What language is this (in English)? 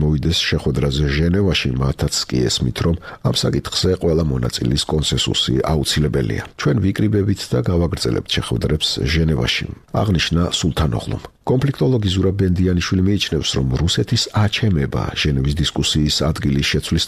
Georgian